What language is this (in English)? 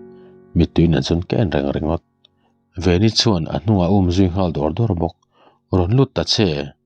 Mizo